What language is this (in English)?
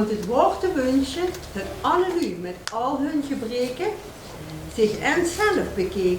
Limburgish